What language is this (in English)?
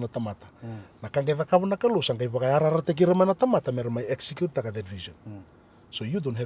Fijian